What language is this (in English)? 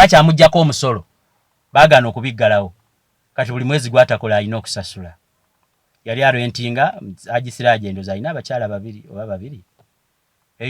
Ganda